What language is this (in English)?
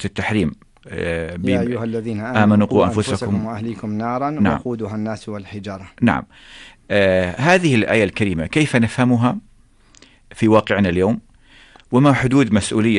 Arabic